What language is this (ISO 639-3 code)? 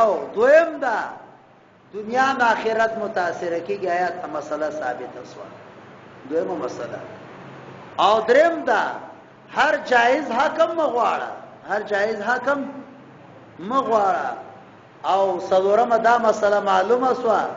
pus